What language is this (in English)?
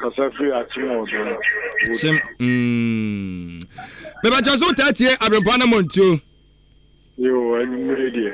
Akan